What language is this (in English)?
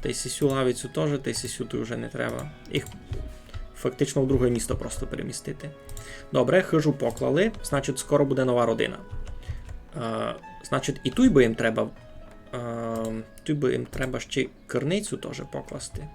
Rusyn